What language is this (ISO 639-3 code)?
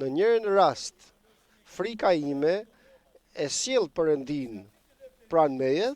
sqi